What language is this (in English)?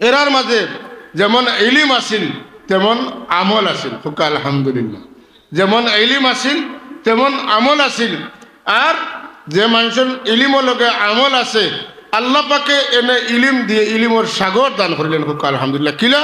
Sylheti